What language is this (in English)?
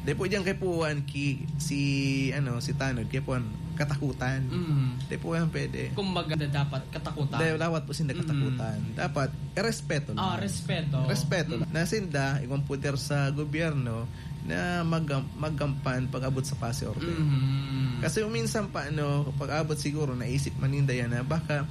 Bikol